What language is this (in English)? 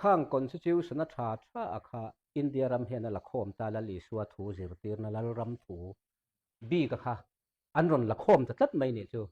Mizo